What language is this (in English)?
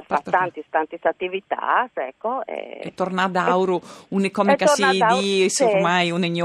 Friulian